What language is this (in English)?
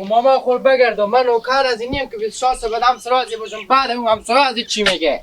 Hazaragi